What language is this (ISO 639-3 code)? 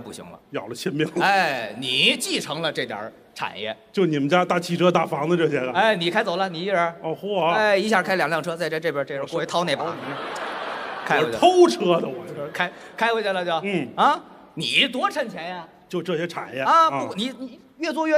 zho